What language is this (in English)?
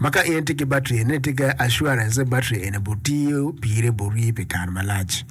Acoli